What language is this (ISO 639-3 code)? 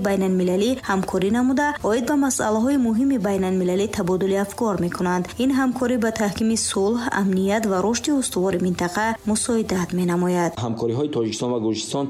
tgk